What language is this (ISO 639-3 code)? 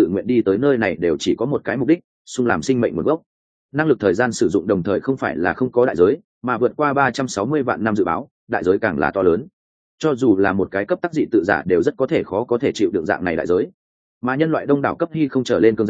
vie